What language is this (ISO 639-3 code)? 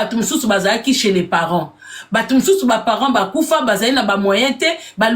lin